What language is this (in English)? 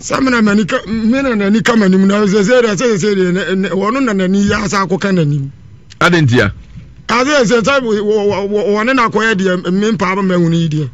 Akan